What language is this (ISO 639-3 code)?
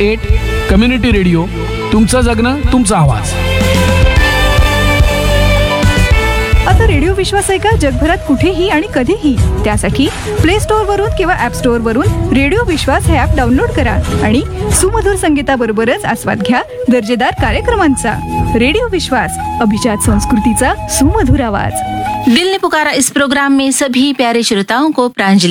mar